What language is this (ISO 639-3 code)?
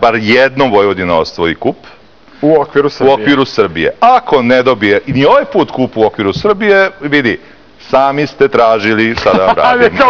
srp